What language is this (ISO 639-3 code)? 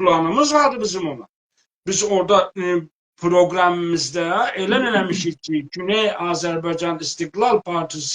azb